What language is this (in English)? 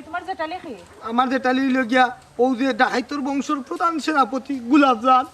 Sylheti